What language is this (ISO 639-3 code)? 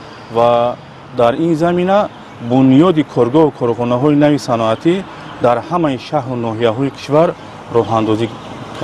tgk